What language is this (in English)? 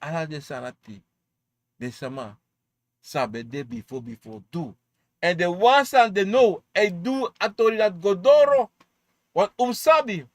Sranan Tongo